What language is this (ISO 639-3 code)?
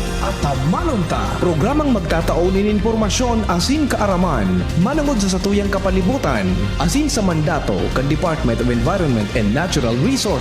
bik